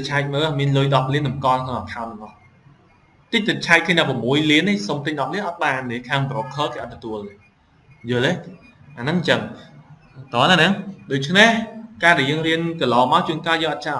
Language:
Khmer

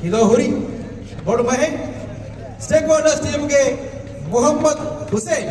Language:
Divehi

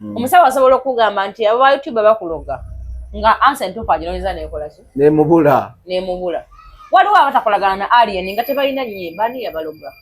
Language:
Ganda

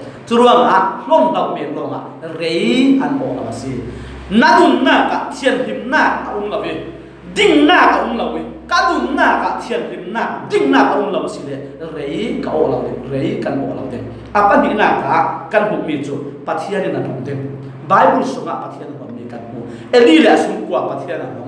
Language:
Falam Chin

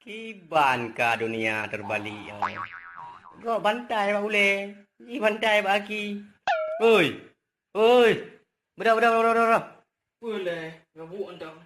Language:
Achinese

